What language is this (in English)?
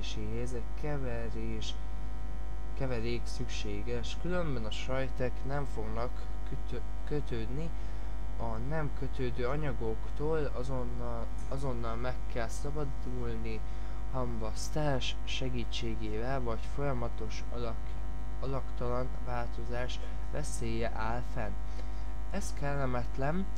Hungarian